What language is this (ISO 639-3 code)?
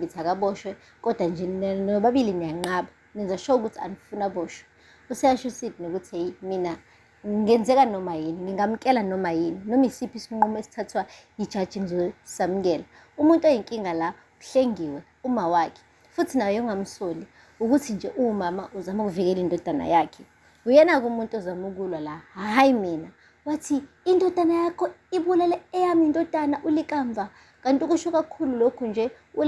zul